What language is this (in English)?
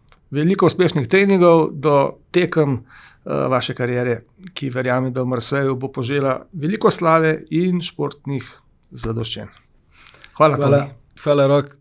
Slovenian